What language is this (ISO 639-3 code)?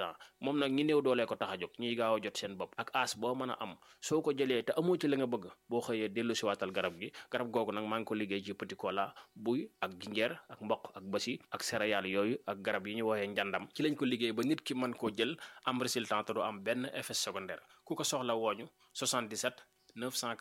wol